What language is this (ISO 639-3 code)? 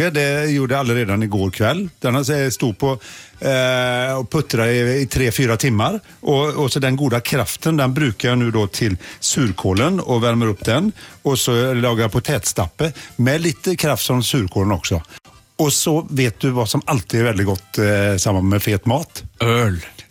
nor